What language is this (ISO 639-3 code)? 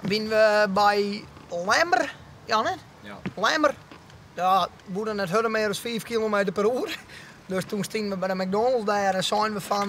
fry